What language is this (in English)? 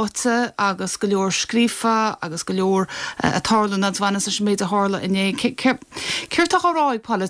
Irish